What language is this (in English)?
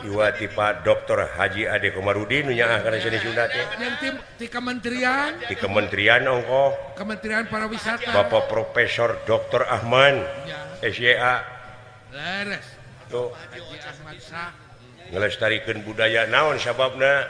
Sundanese